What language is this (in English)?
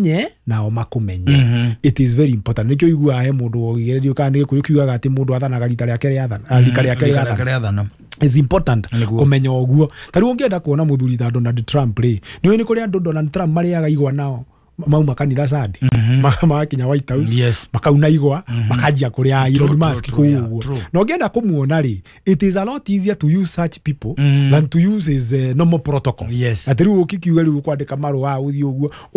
Kikuyu